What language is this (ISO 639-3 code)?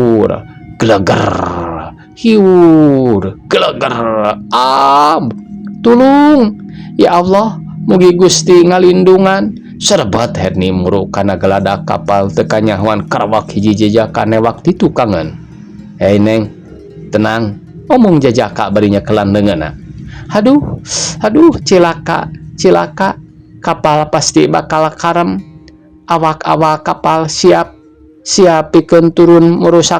sun